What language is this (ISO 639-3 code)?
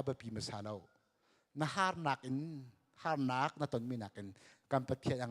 cnh